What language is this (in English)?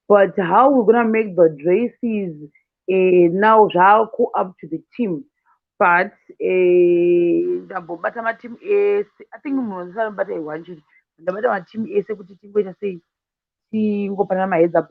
Shona